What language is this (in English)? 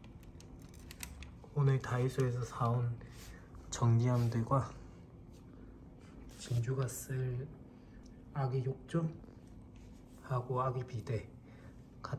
Korean